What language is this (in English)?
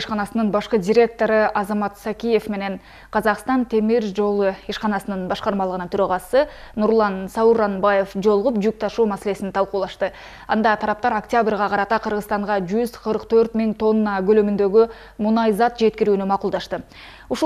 Kyrgyz